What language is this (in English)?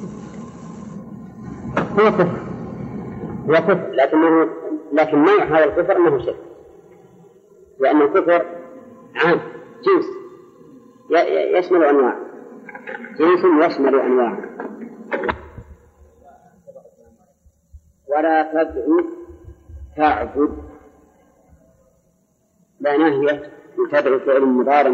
Arabic